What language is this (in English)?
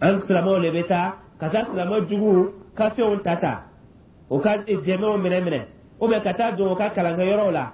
Dyula